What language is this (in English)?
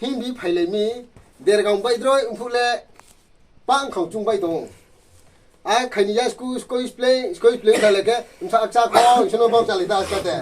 Riang (India)